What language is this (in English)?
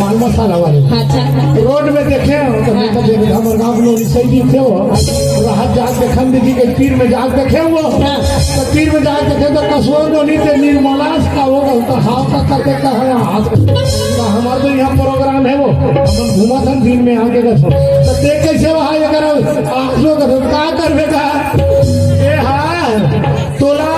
Chhattisgarhi